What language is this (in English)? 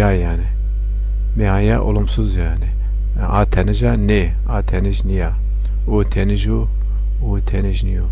Zaza